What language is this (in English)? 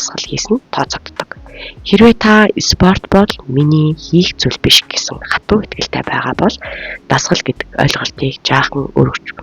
Mongolian